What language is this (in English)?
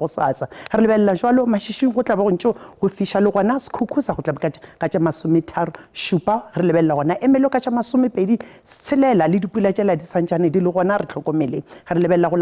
Northern Sotho